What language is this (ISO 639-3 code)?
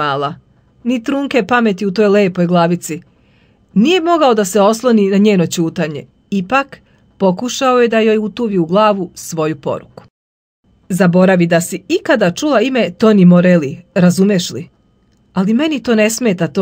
srp